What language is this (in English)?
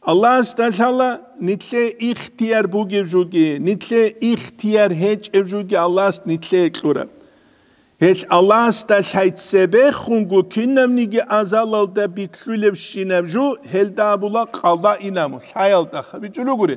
Avaric